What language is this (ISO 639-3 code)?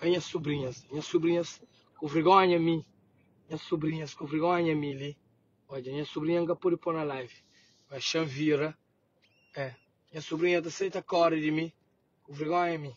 kea